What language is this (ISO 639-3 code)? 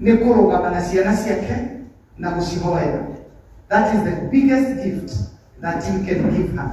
kik